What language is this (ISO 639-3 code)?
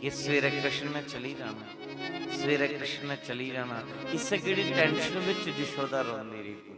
doi